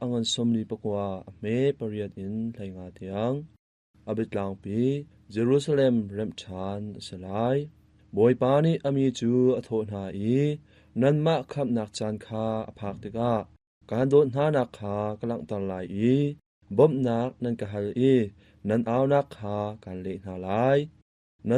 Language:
Hakha Chin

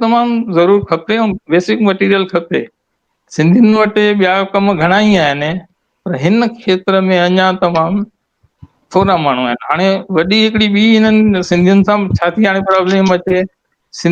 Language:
Sindhi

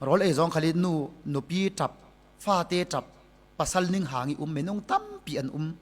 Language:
Falam Chin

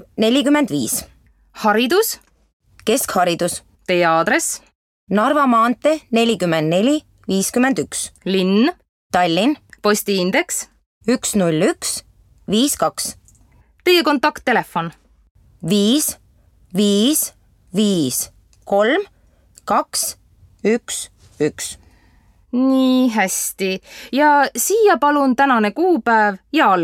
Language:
Estonian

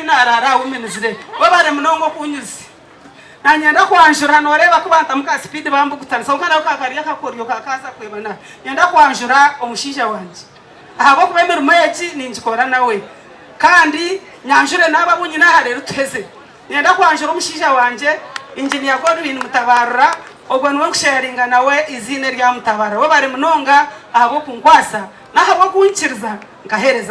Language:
Nyankole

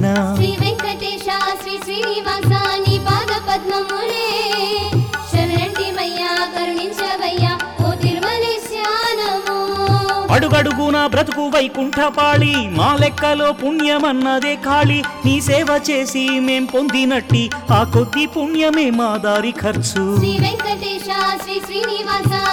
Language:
Telugu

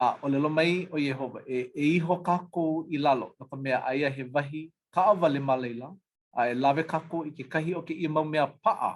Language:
Hawaiian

